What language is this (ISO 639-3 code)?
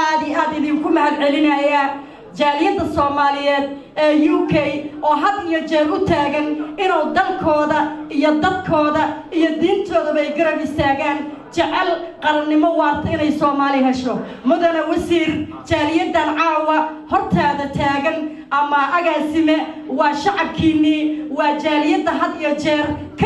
som